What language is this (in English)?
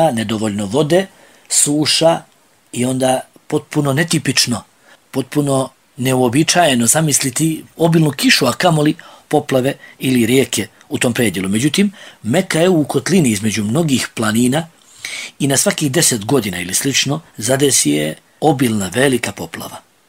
Bosnian